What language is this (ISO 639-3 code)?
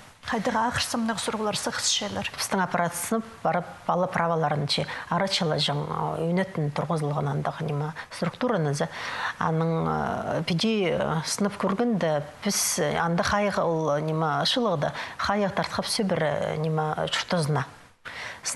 kjh